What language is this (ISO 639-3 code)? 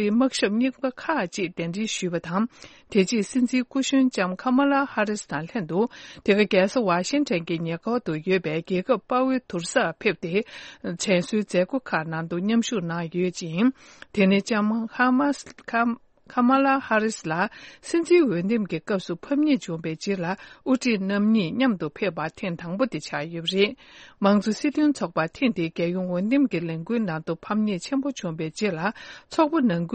bod